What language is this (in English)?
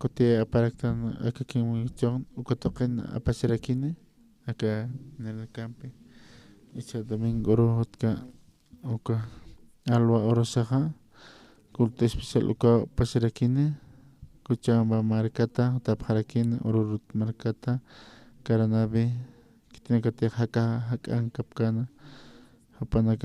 Aymara